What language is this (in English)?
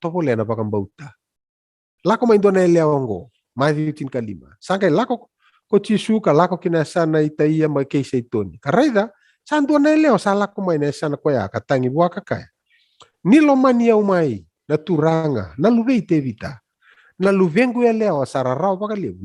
Fijian